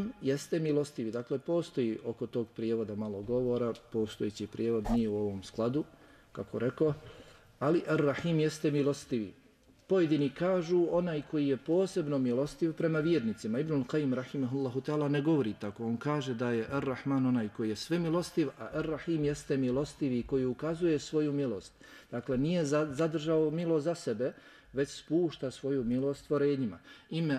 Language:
Bosnian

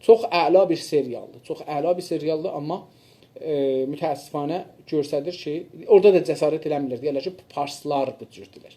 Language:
South Azerbaijani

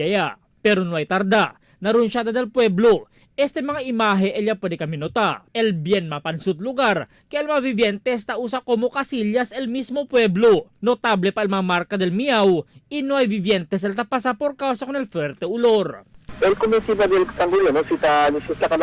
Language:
Chavacano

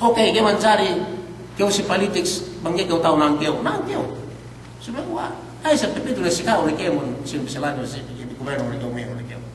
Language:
Yakan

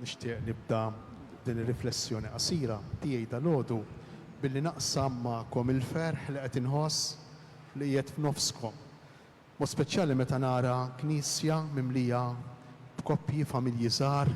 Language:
Maltese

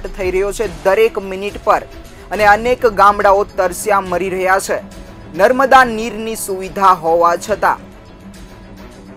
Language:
Gujarati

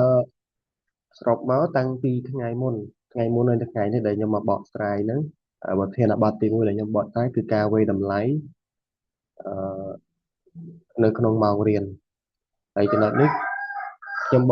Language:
Khmer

